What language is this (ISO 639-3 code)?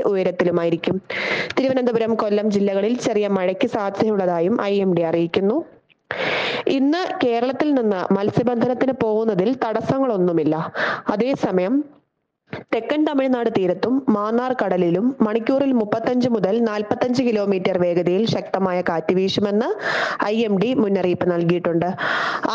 mal